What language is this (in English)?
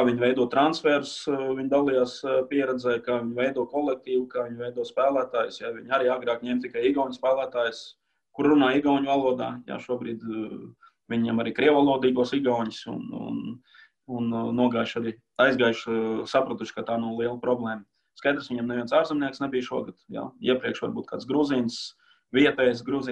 Latvian